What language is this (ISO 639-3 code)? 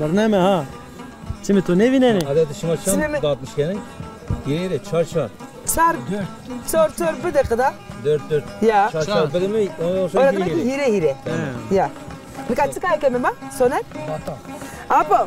zza